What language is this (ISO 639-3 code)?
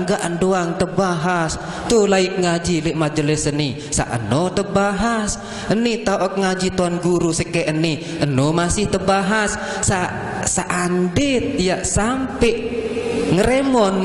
sas